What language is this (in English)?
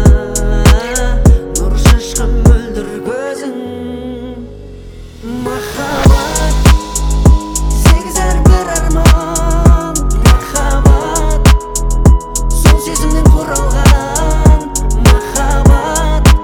Kazakh